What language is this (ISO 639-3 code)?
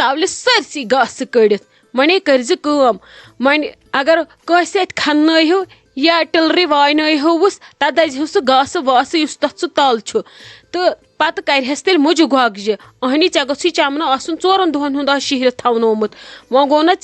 kas